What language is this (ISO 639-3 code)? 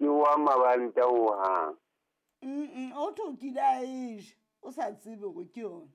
sot